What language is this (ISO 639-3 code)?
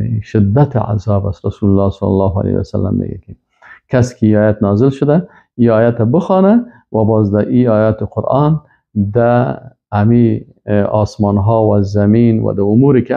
fas